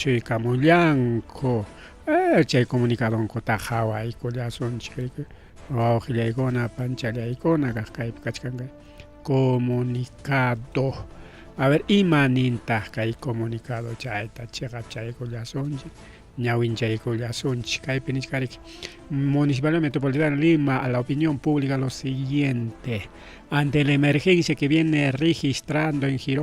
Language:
Ayacucho Quechua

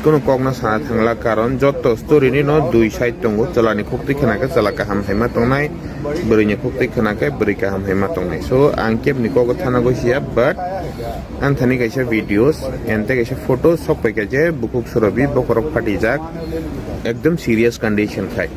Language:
Kok Borok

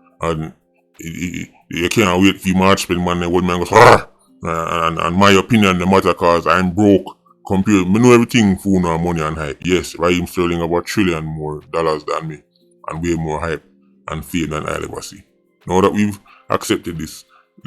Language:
Jamaican Creole English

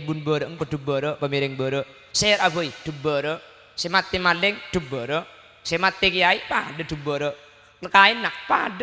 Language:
Madurese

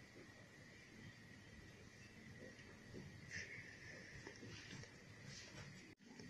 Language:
Romanian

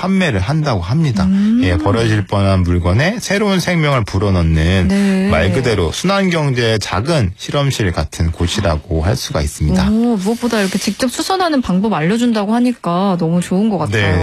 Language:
Korean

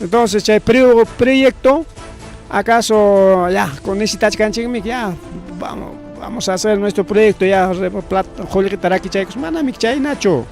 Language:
Ayacucho Quechua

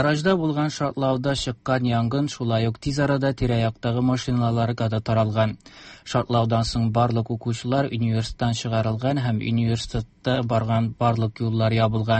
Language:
Tatar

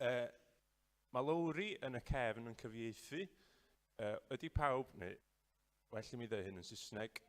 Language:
Welsh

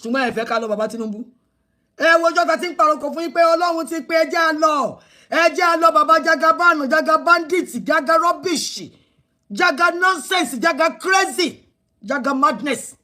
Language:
Yoruba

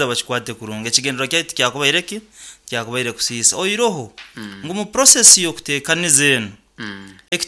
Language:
Nyoro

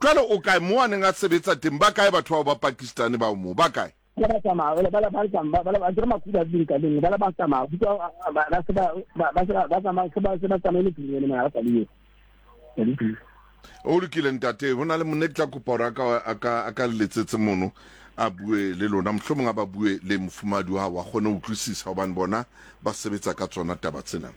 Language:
Southern Sotho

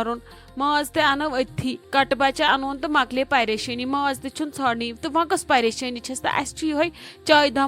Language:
Kashmiri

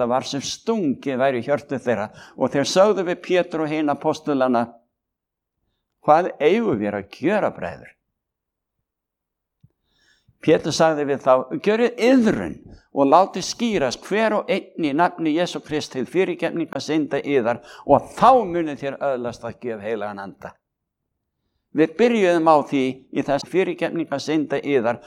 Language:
Icelandic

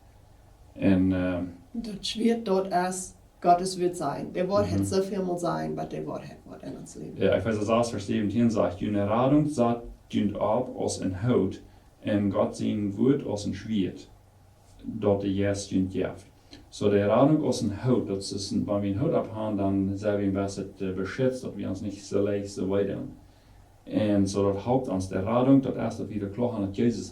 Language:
Plautdietsch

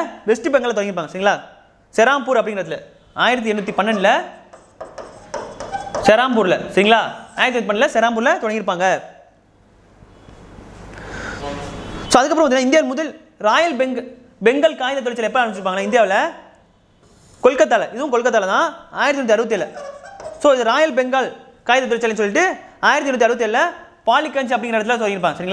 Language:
Tamil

